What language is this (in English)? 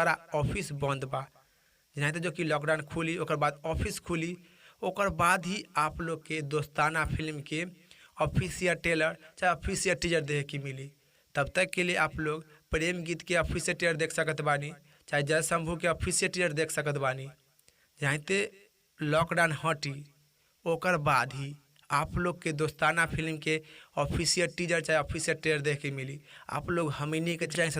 Bhojpuri